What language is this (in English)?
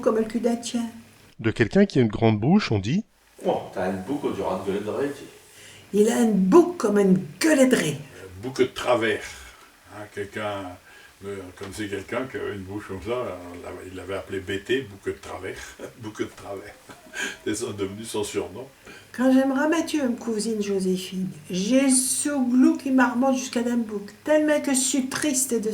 Picard